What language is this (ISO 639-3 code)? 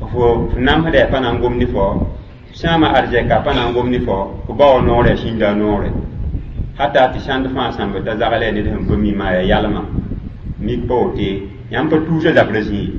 mos